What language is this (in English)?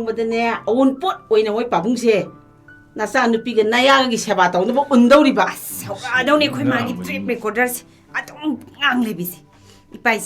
Manipuri